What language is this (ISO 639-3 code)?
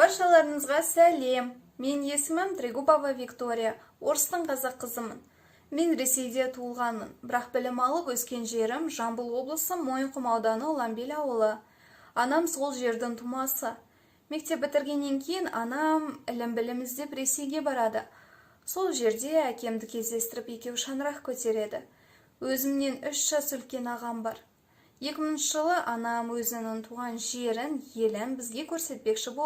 kaz